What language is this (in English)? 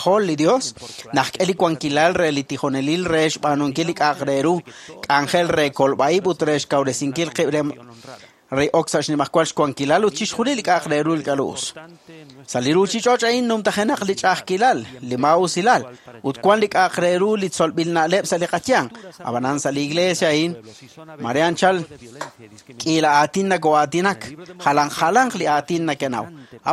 Kekchí